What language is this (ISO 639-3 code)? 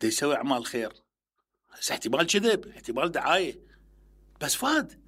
acm